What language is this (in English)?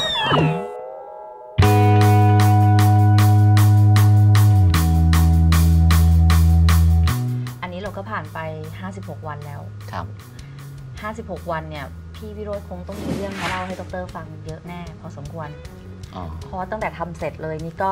Thai